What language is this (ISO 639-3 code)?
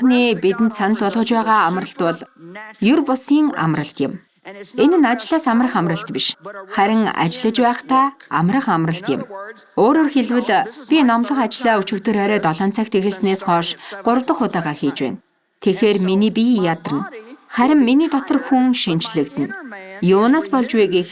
mon